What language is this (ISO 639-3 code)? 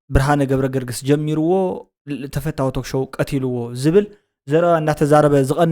tir